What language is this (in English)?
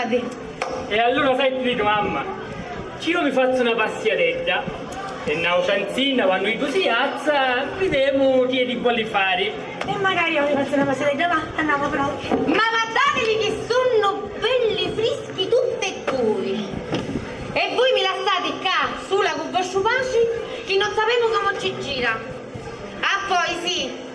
Sicilian